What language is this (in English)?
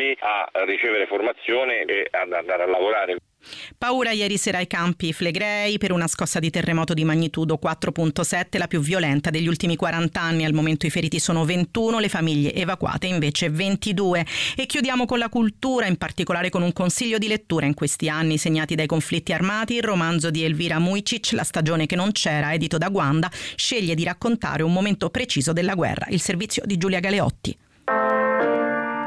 Italian